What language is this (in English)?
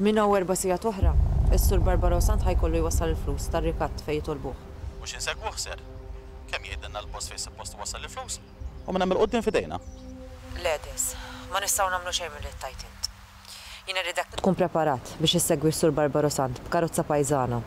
Maltese